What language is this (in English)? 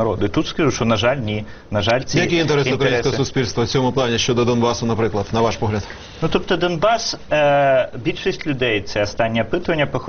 Ukrainian